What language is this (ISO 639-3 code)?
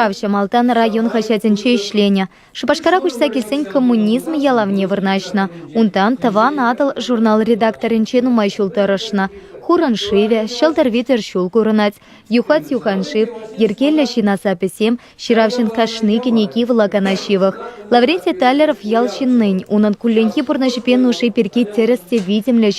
chv